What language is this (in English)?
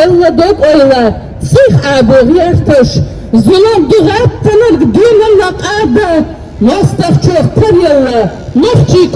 Chechen